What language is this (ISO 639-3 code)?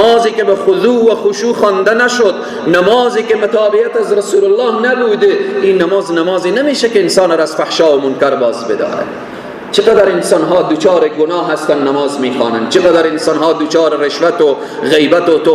fas